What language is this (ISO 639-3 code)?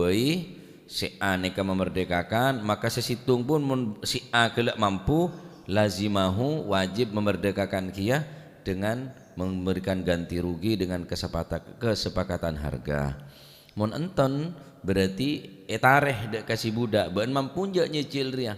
mad